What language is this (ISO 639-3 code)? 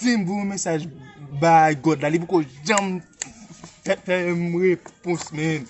hat